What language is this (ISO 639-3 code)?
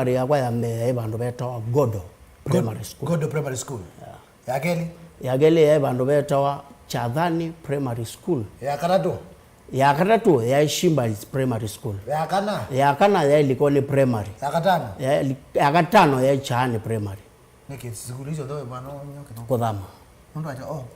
kam